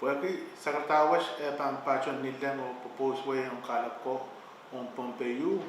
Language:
Pohnpeian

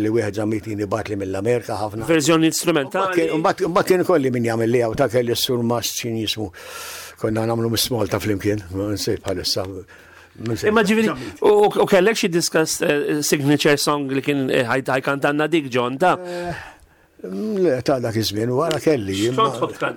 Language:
Maltese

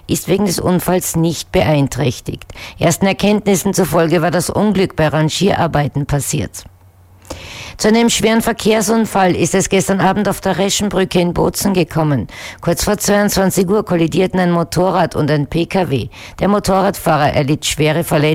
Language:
German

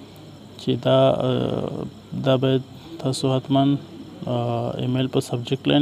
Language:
Pashto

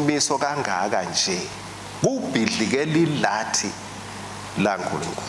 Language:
Swati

